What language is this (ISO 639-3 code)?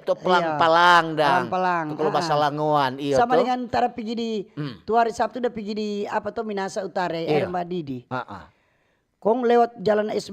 xmm